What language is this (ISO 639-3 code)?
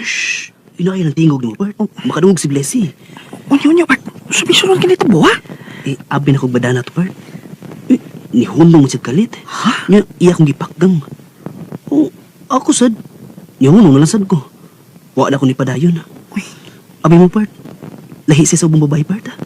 ceb